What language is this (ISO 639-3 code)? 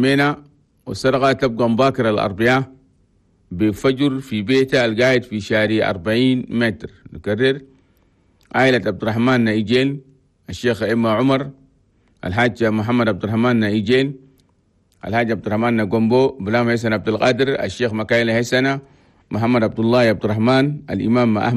shu